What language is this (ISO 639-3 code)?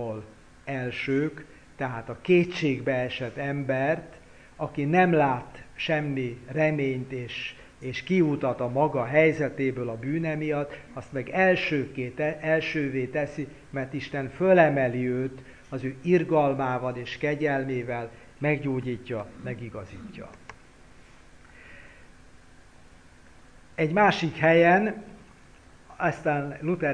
hun